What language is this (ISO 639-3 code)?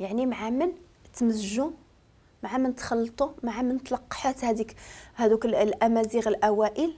ary